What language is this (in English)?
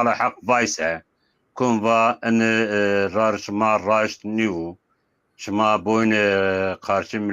Zaza